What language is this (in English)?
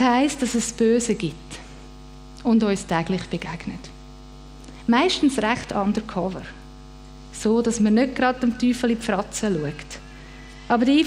Swiss German